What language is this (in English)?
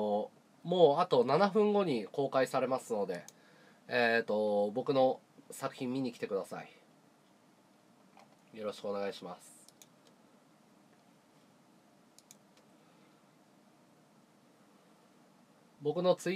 Japanese